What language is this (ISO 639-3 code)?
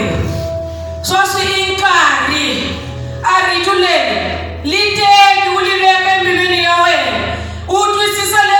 tso